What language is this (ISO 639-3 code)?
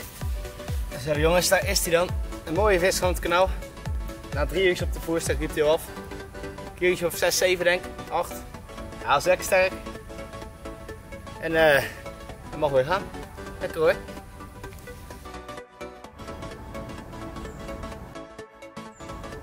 nld